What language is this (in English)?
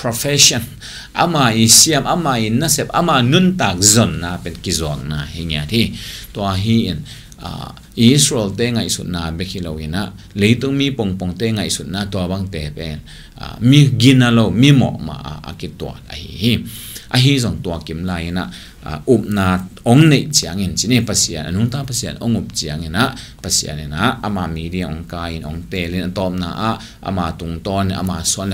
Tedim Chin